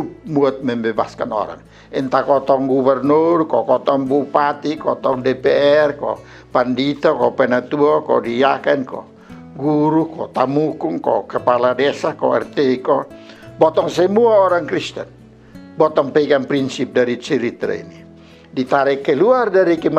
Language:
Kupang Malay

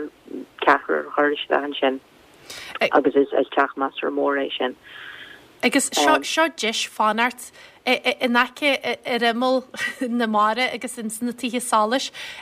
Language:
Irish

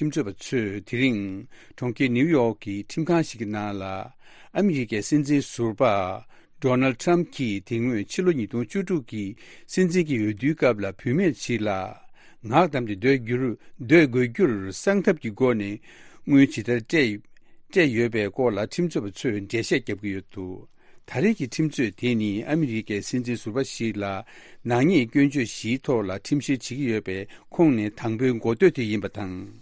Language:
Tibetan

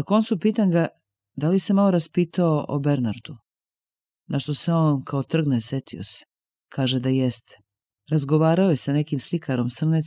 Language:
Serbian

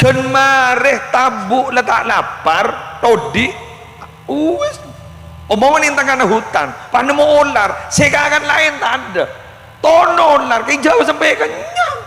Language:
Madurese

